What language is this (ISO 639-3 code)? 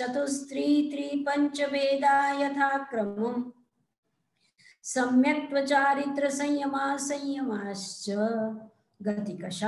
guj